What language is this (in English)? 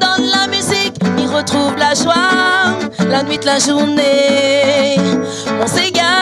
Réunion Creole French